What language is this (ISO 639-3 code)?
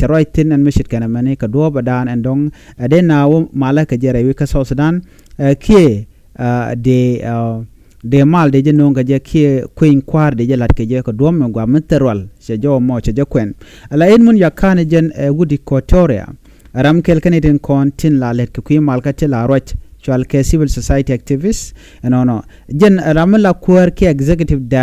nus